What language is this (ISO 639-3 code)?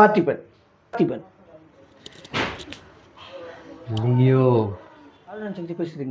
tam